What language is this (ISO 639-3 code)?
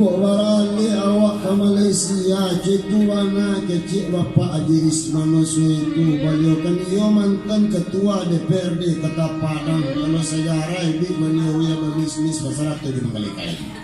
min